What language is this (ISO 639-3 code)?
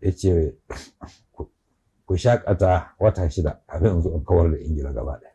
hau